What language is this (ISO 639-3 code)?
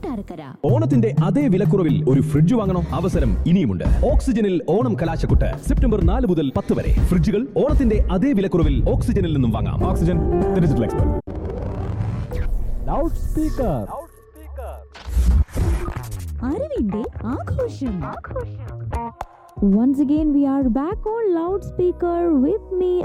mal